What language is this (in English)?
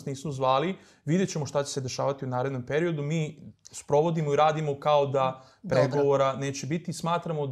Serbian